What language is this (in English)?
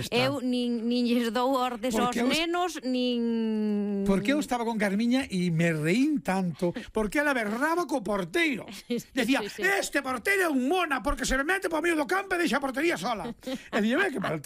Galician